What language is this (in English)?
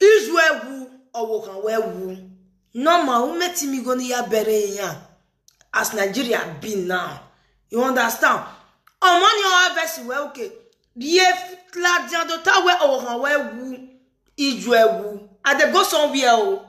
Nigerian Pidgin